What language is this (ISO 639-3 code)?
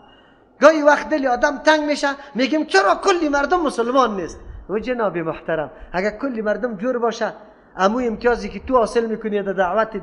fas